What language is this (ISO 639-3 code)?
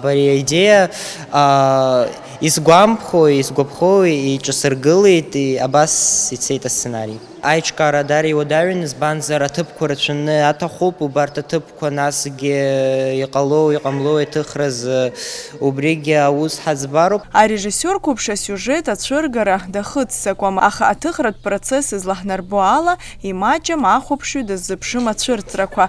abk